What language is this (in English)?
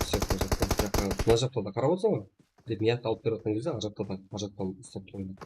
Kara-Kalpak